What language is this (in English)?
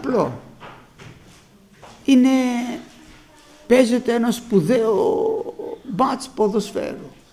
Greek